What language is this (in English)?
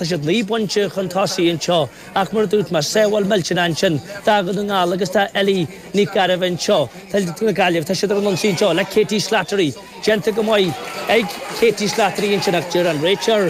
Irish